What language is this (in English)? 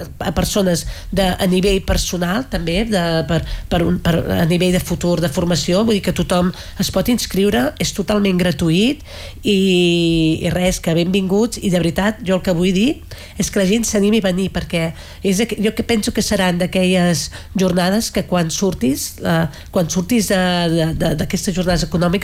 Catalan